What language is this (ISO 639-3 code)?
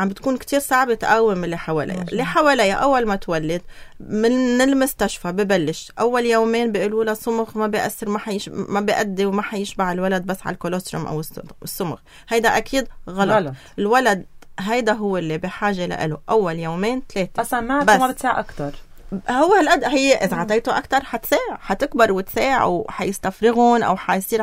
apc